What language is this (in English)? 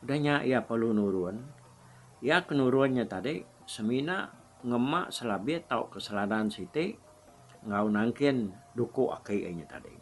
Iban